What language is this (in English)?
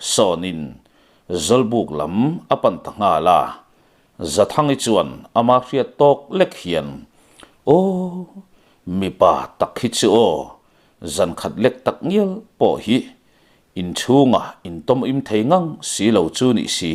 Mizo